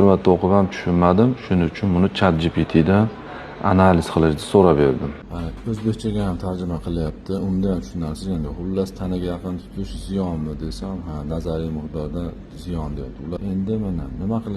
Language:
Uzbek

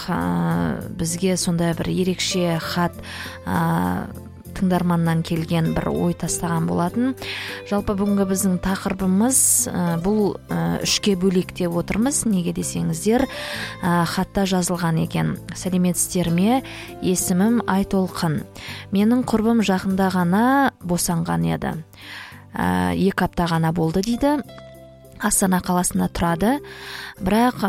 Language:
Kazakh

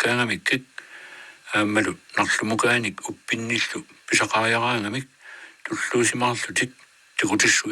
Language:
Kalaallisut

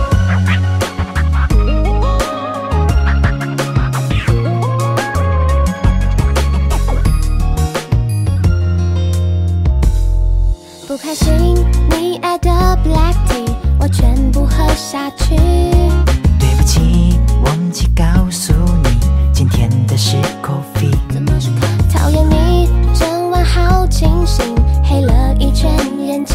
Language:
Chinese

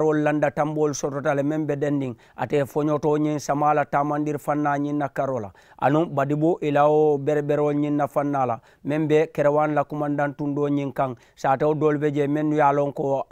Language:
Mandingo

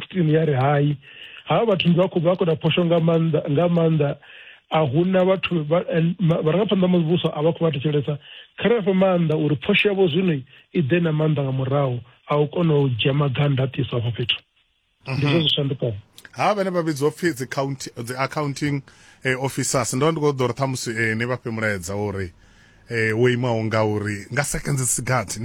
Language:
Venda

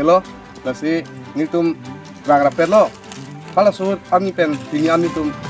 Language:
Karbi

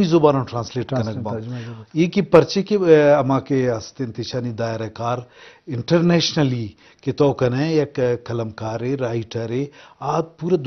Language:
Eastern Balochi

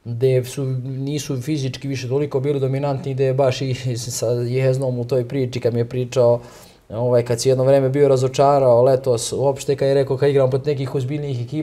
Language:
Serbian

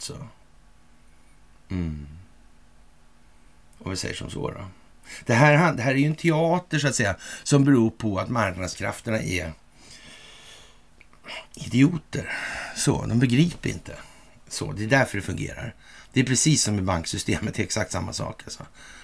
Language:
Swedish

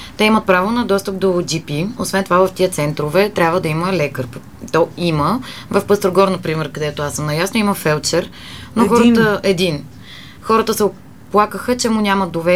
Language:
Bulgarian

